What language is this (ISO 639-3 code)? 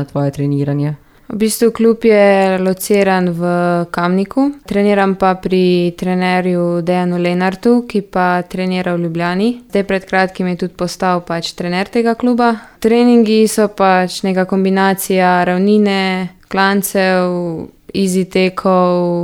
slv